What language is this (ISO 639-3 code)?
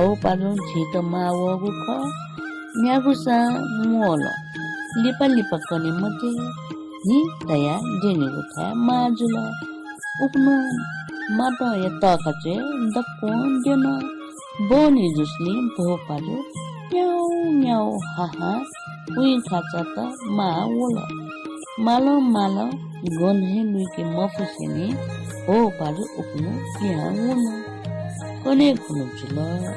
new